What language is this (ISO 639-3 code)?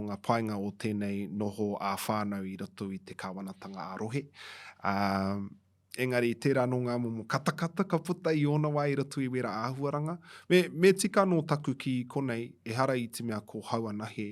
mri